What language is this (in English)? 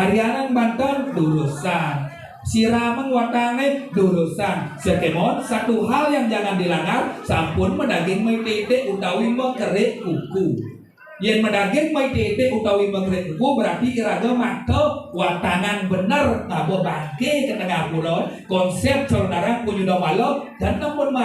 Balinese